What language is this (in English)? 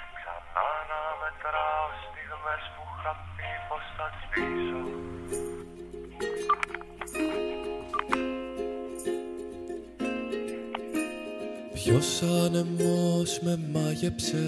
Greek